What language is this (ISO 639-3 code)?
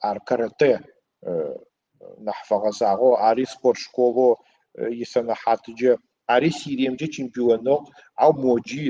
ady